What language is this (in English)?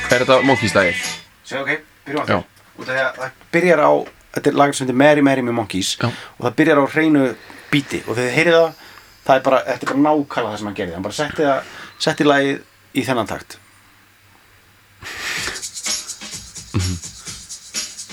Icelandic